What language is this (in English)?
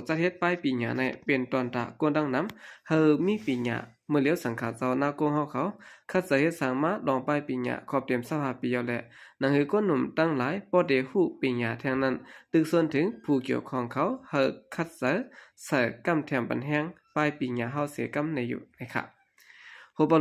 Shan